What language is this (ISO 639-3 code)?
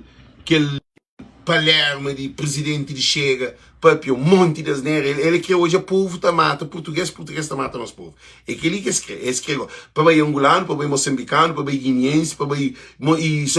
kea